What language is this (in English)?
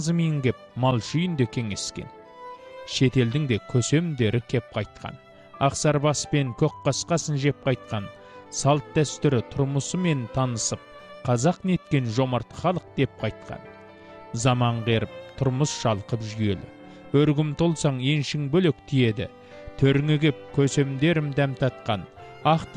Kazakh